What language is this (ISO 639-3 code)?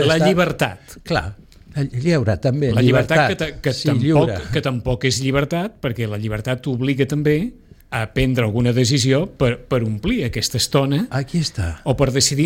cat